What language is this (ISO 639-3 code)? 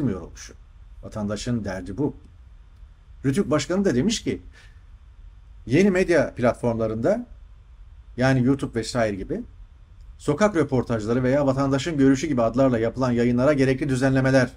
tur